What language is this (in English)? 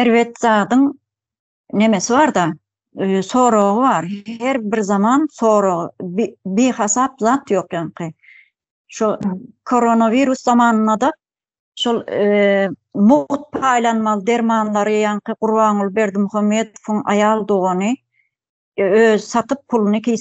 Turkmen